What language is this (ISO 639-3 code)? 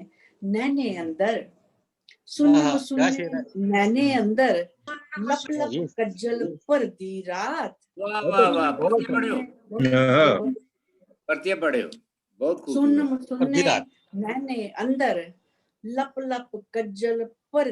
doi